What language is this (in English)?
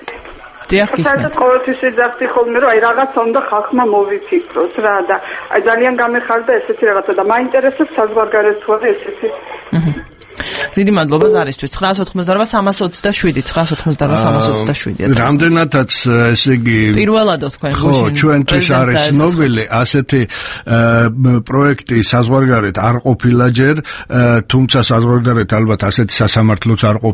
Georgian